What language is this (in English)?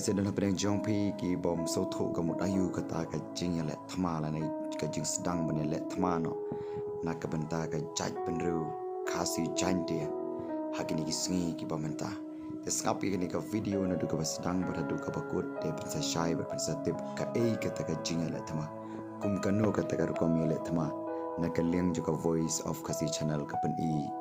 Khasi